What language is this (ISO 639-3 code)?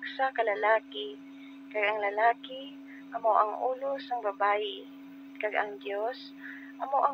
hil